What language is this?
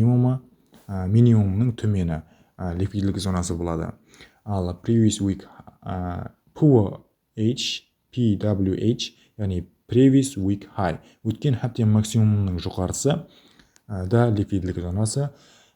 Kara-Kalpak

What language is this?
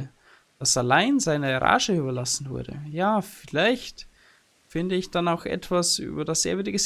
Bavarian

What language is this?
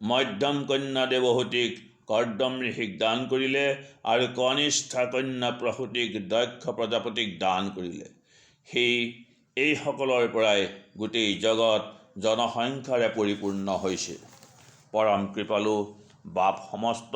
Assamese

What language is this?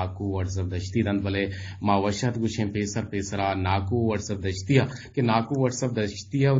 Eastern Balochi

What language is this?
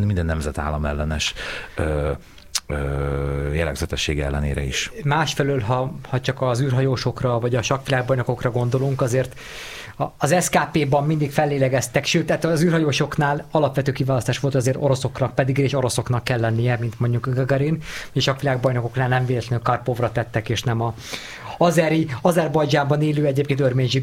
Hungarian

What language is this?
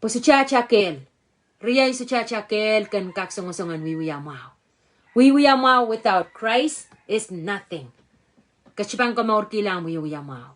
Pohnpeian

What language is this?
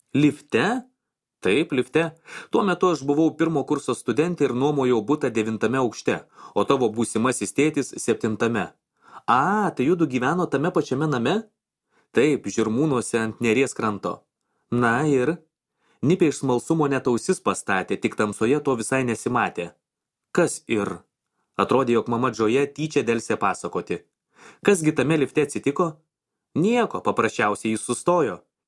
Lithuanian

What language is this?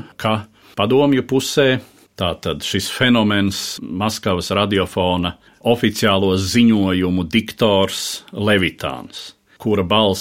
Latvian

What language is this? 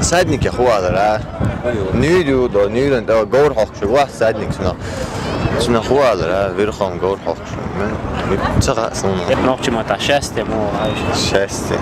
Chechen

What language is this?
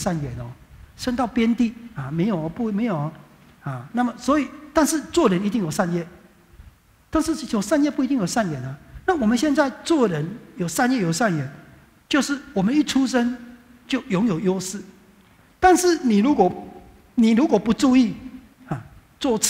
Chinese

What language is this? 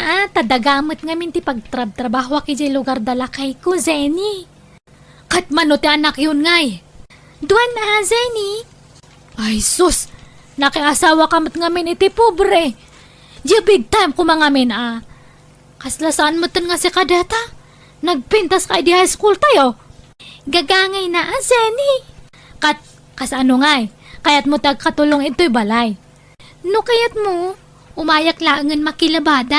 Iloko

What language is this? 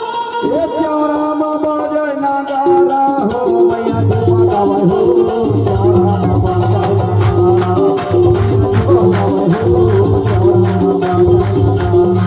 Chhattisgarhi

